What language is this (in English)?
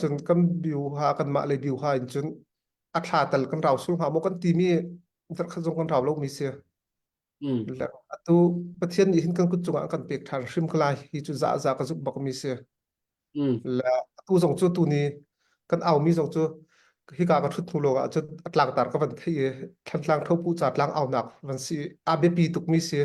Hakha Chin